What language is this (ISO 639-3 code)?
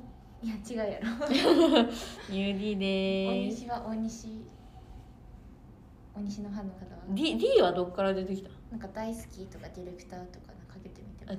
jpn